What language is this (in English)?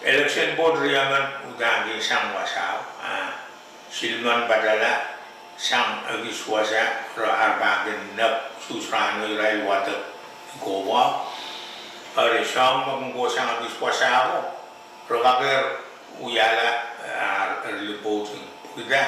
Pohnpeian